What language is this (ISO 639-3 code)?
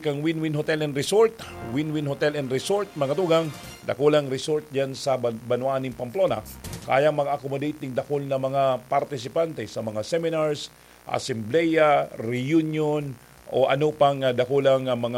bik